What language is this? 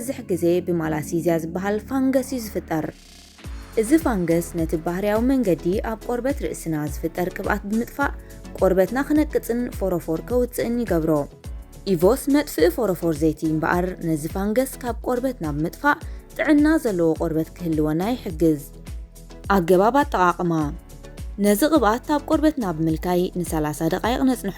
Tigrinya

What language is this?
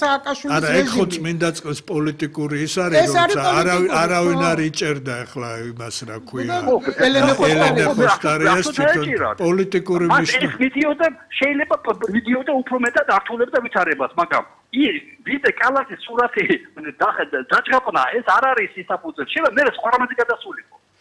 Georgian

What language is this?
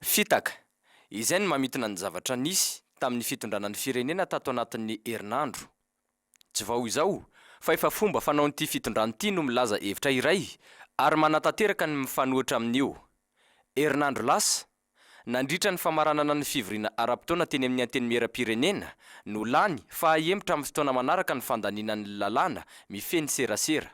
Malagasy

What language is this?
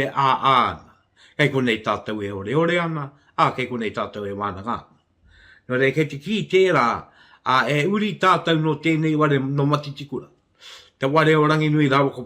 Māori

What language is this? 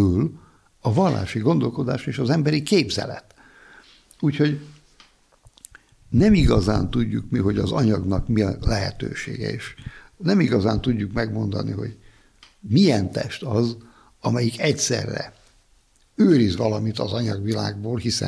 Hungarian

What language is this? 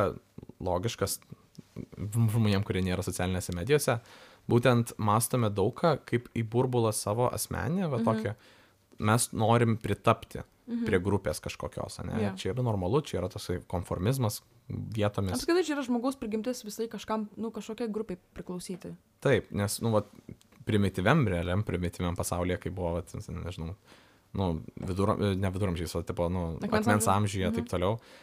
Lithuanian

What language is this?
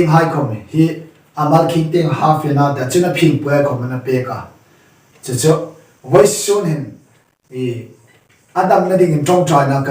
Hmar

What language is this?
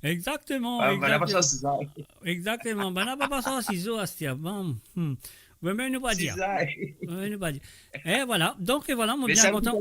Morisyen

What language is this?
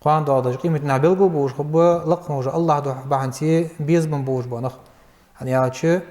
Ingush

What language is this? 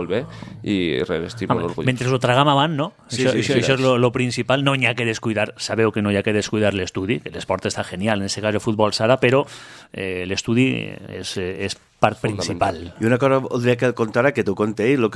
Catalan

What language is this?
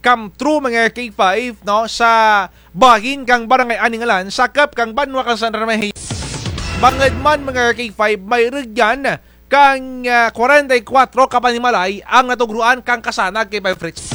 Kinaray-a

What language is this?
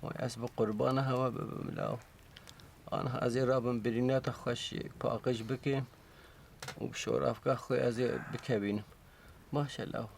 Kurdish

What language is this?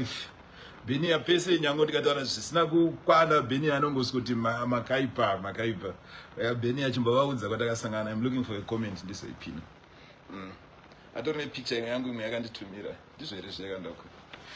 Shona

